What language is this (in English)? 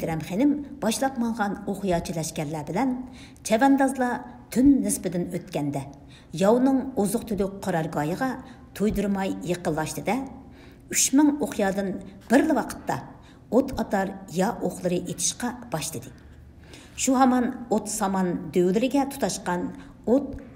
Uyghur